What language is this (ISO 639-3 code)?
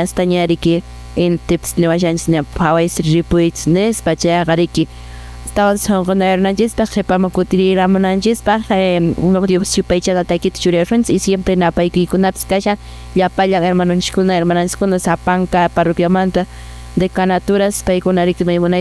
que